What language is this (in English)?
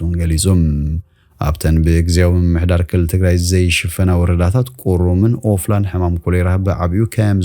Tigrinya